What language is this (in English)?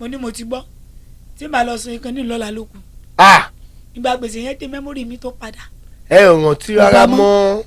Yoruba